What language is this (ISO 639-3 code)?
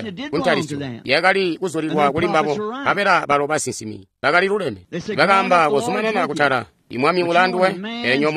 toi